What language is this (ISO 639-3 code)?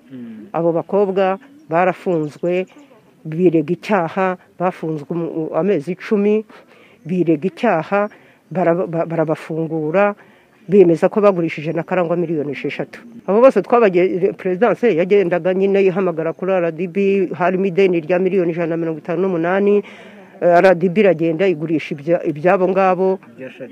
kin